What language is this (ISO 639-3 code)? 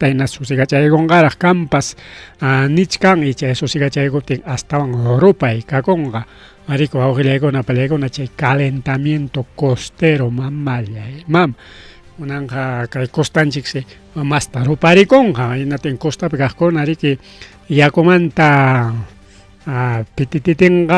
quy